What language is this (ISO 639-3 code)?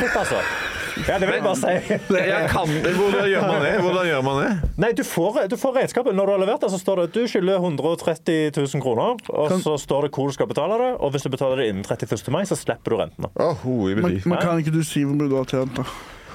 nor